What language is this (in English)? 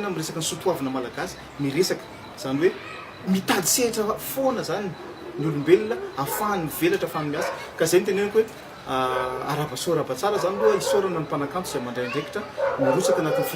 Malagasy